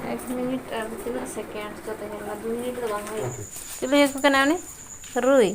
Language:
Santali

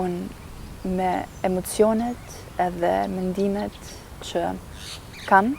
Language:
Albanian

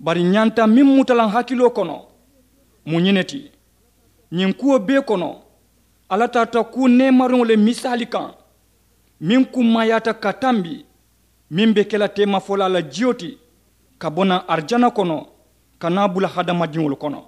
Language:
Mandingo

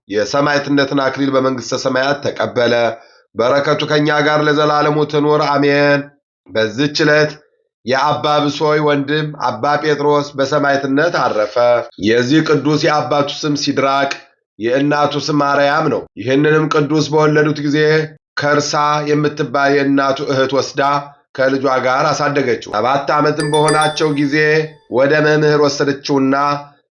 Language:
Amharic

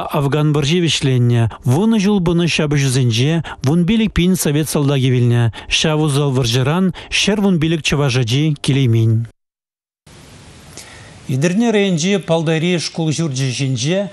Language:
Chuvash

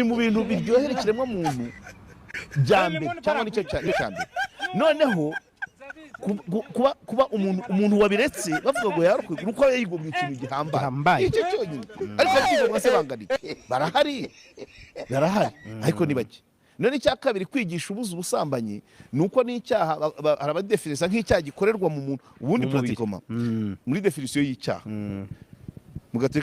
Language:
Kinyarwanda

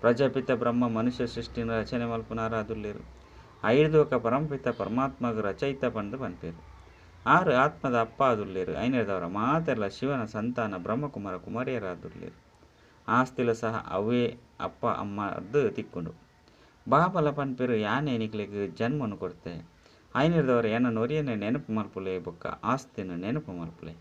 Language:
Tulu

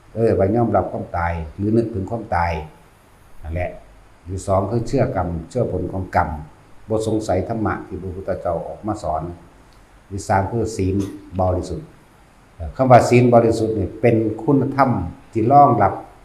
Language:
Northeastern Thai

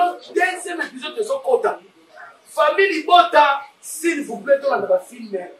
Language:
Lingala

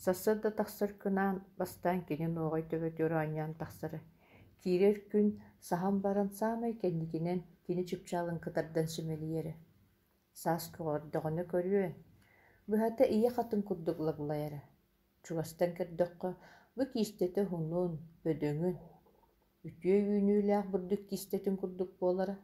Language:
Yakut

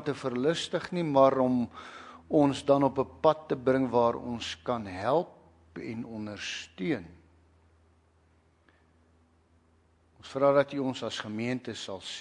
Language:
Afrikaans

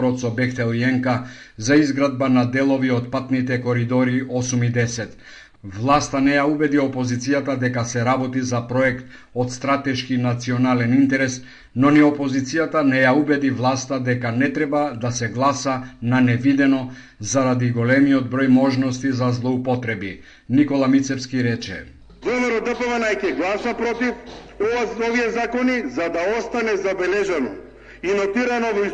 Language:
Macedonian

